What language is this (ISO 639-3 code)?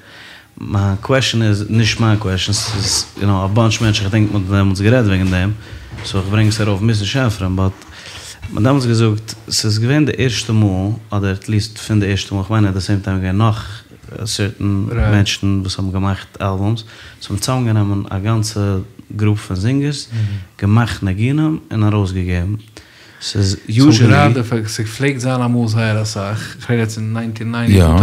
yid